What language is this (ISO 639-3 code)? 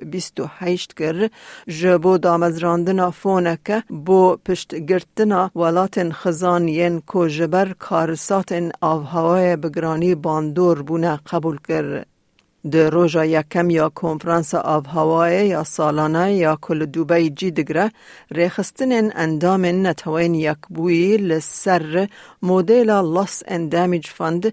kur